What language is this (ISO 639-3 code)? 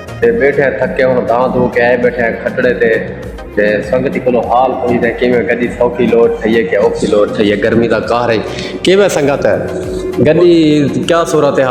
skr